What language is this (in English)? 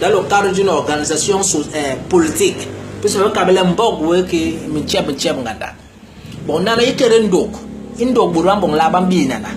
Basaa